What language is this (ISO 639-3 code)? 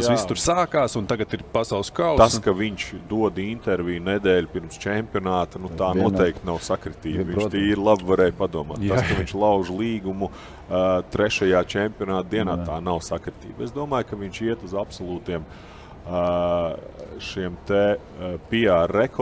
lav